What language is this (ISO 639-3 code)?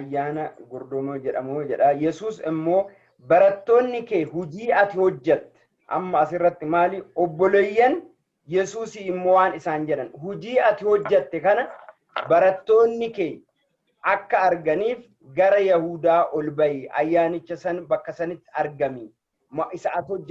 orm